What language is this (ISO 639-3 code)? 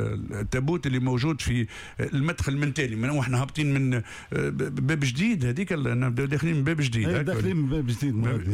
aeb